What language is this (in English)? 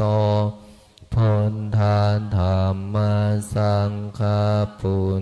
Pali